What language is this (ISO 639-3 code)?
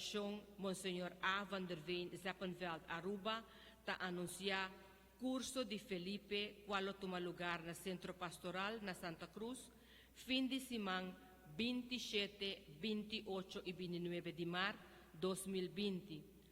pap